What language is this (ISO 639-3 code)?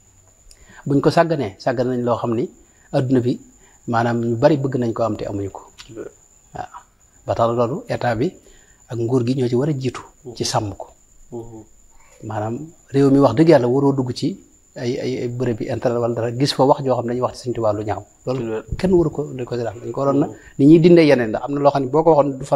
wol